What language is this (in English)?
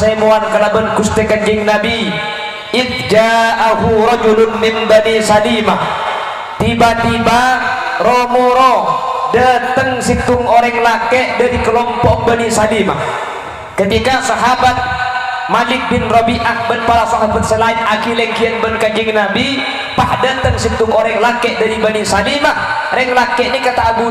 Madurese